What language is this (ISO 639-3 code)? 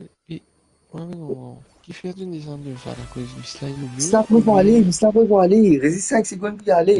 mfe